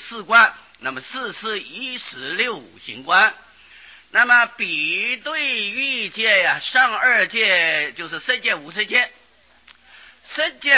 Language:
Chinese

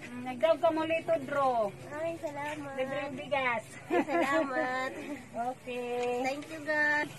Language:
Waray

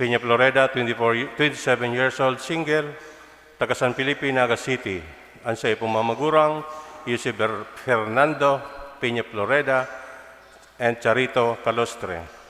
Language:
Bikol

